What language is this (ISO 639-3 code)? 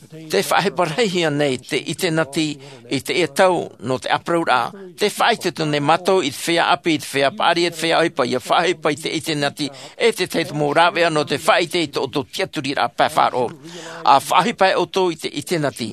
tah